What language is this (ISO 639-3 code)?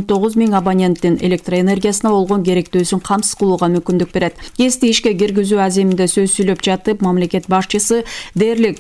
kir